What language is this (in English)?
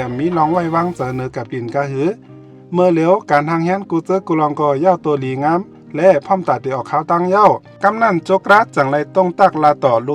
Shan